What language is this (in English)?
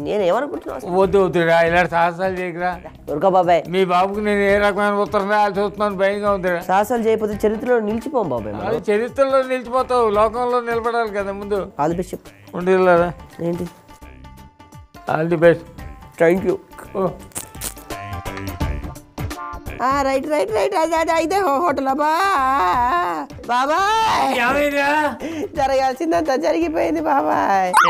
Telugu